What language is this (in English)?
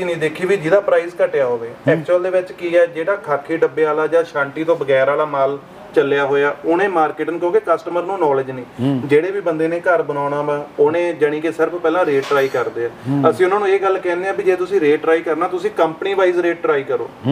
Punjabi